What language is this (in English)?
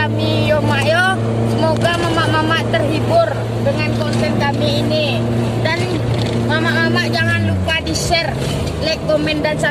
Minangkabau